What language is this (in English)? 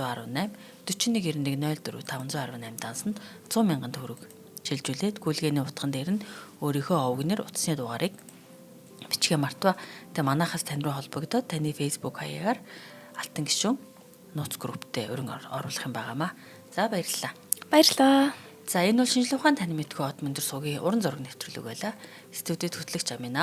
Mongolian